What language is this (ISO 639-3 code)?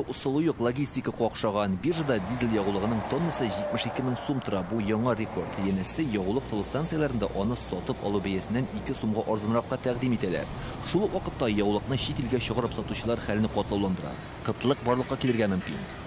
tat